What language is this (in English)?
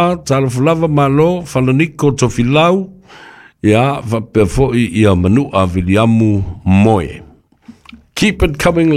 Samoan